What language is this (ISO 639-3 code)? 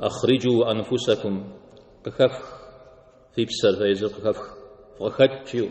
kbd